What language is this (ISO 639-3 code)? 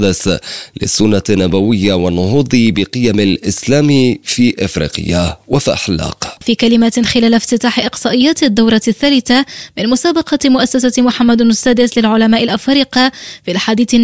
ara